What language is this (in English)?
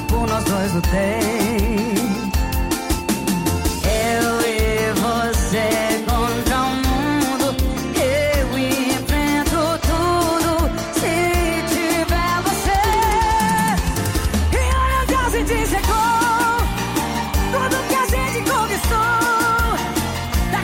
Portuguese